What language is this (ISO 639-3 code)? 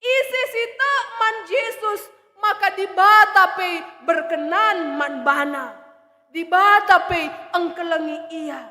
btx